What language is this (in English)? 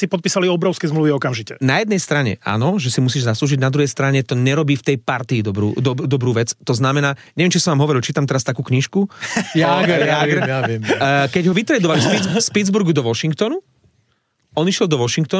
Slovak